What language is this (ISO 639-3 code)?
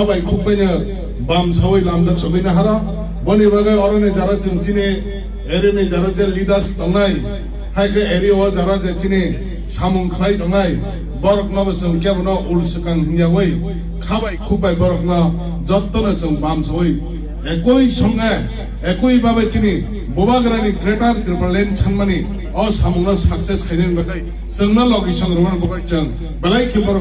trp